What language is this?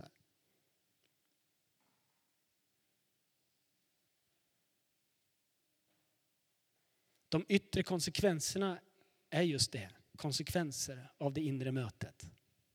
Swedish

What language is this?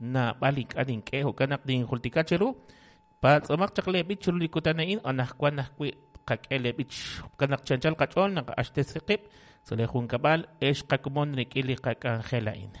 Kekchí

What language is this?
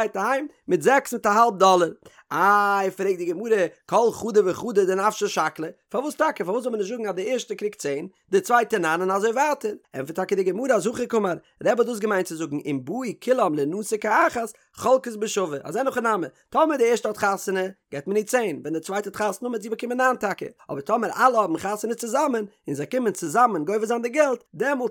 Yiddish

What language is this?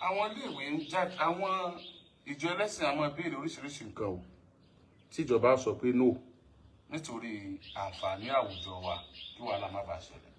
Yoruba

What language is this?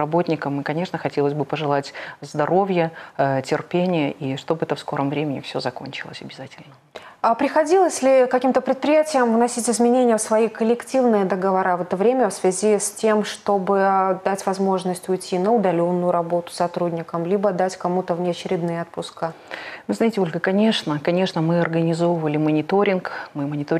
Russian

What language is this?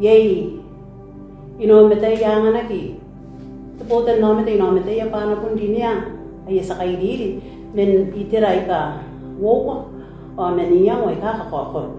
Gilbertese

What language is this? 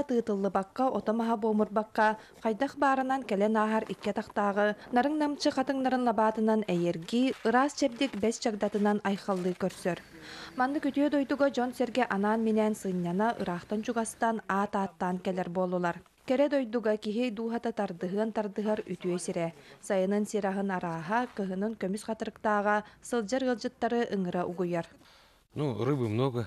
Yakut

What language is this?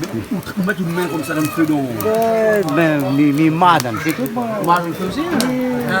Réunion Creole French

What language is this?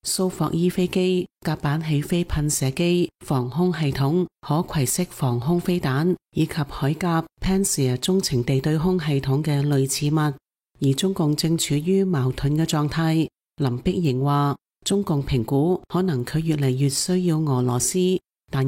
Cantonese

